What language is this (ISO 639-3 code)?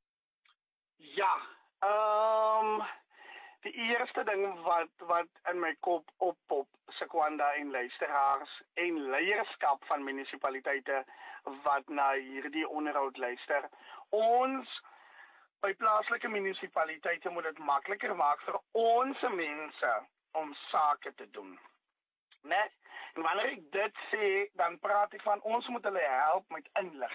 afr